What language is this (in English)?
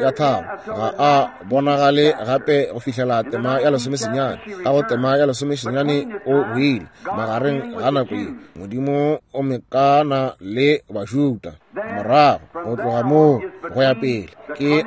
Northern Sotho